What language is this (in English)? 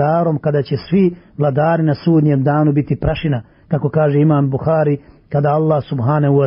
Bosnian